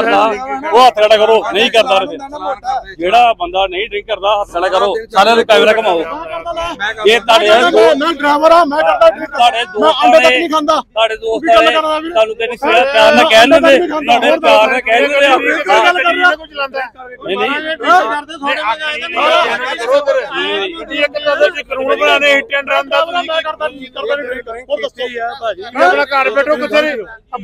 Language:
Punjabi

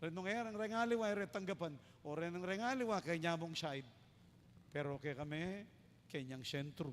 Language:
Pampanga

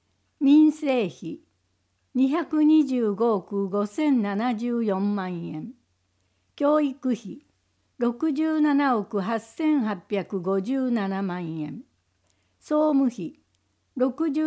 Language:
Japanese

